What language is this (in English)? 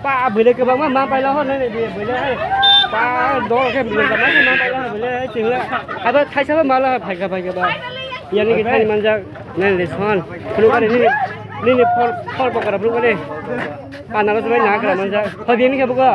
Kok Borok